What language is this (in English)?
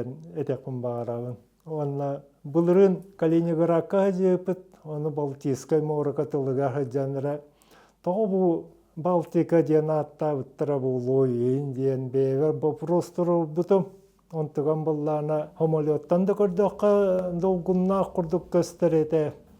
Yakut